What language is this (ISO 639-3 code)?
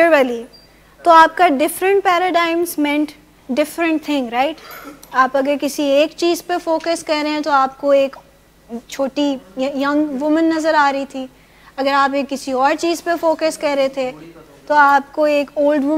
urd